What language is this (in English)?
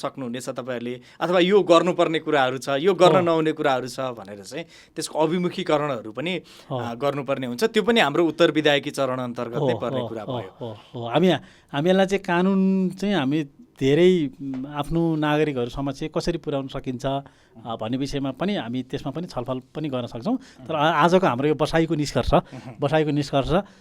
Nepali